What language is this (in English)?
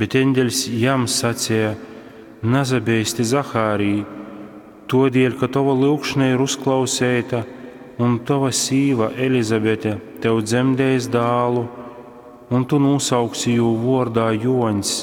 Latgalian